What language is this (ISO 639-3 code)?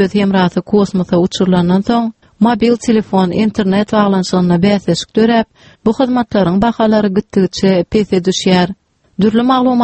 tuk